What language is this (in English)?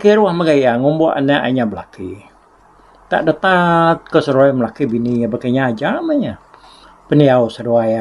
Iban